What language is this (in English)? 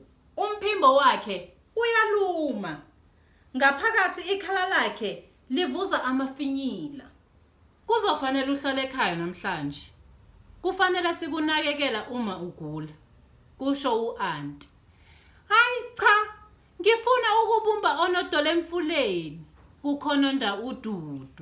Zulu